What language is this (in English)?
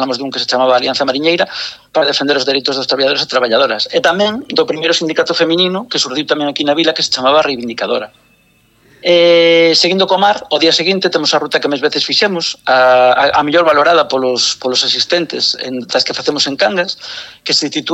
Galician